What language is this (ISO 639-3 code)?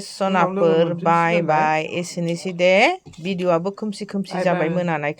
brx